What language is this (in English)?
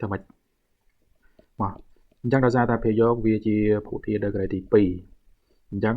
Khmer